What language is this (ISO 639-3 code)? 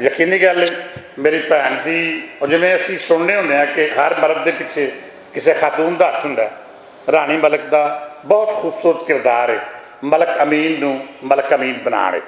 lah